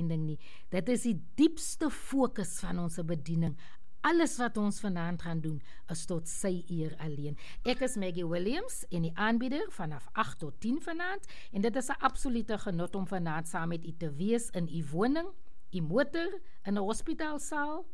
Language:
Afrikaans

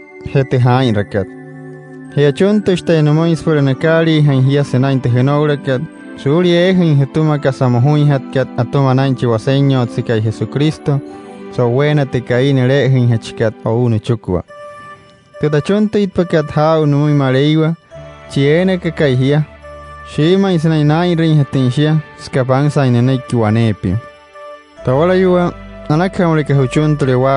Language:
Wayuu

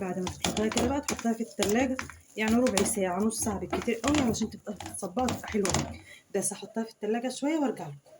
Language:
Egyptian Arabic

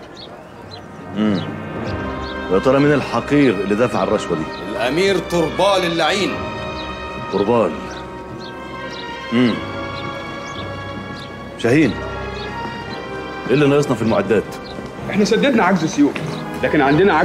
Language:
Egyptian Arabic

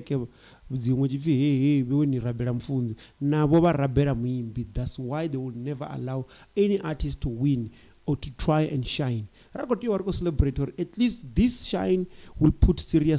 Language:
Venda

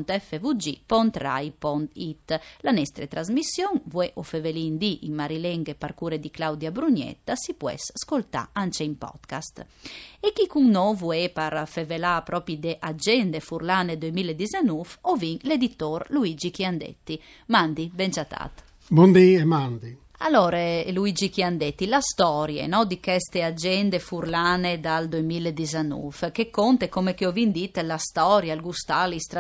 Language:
Friulian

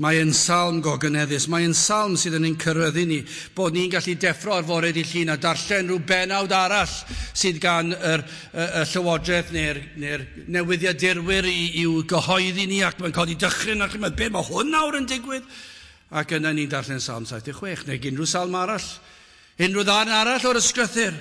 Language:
Welsh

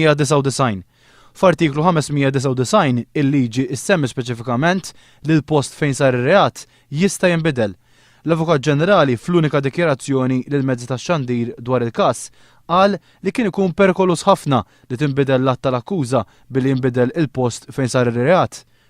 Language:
Maltese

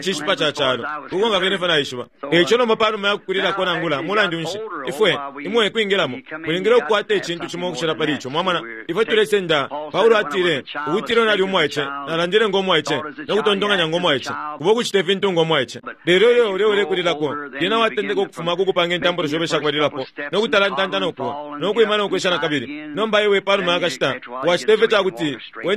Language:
Bemba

